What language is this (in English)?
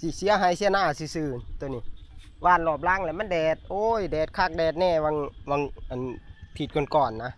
Northeastern Thai